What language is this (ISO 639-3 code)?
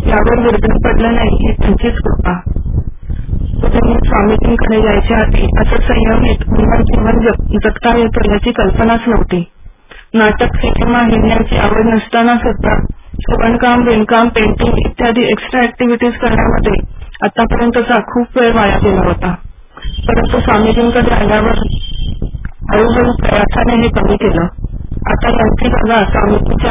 mar